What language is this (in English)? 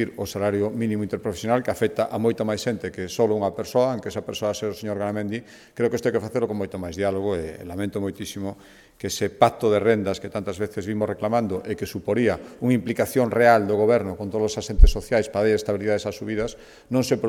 Galician